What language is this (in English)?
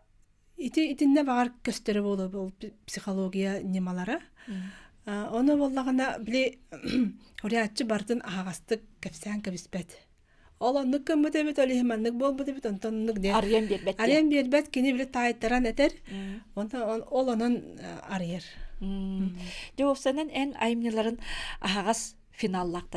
Yakut